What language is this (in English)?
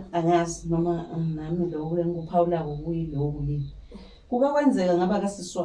Zulu